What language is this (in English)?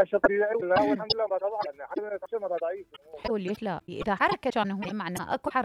Mesopotamian Arabic